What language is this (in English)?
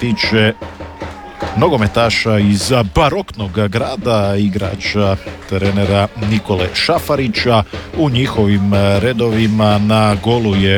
Croatian